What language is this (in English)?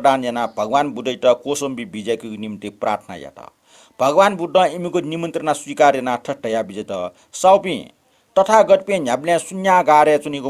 Newari